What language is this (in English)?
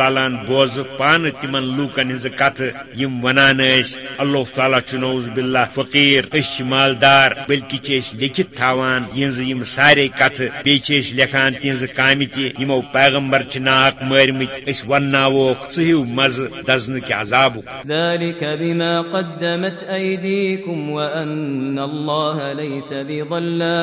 Kashmiri